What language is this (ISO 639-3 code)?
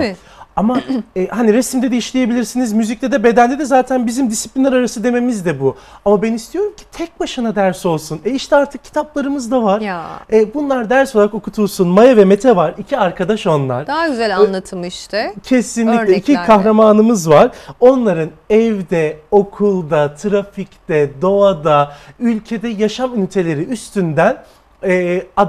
tur